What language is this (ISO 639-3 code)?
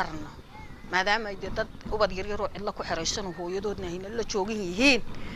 som